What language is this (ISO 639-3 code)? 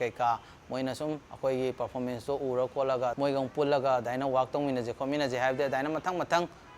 mni